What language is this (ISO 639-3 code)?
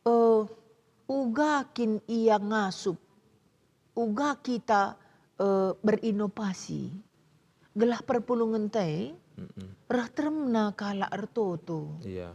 btx